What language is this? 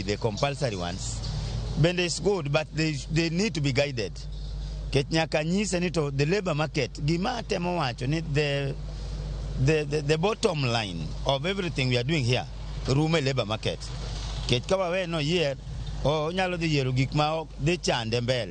Luo (Kenya and Tanzania)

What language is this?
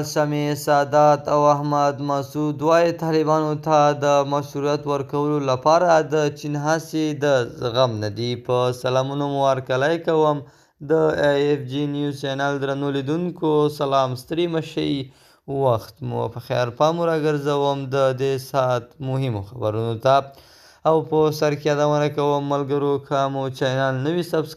Pashto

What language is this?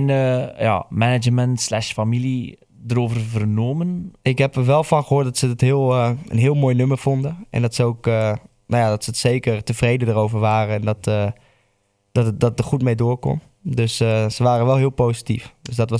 Dutch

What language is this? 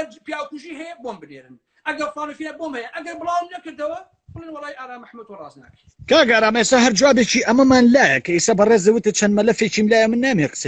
Central Kurdish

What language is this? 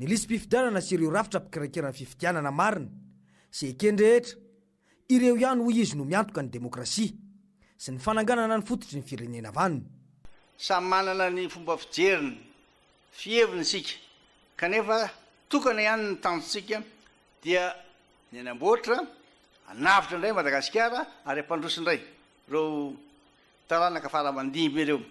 Malagasy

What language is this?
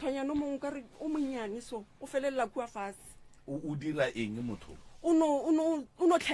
Northern Sotho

